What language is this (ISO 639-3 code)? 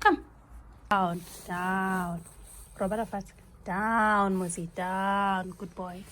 tsn